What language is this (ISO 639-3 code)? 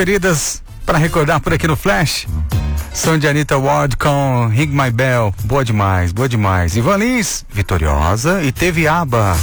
por